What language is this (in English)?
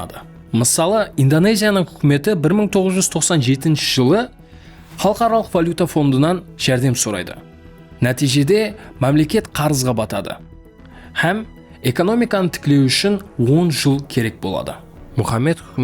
Kara-Kalpak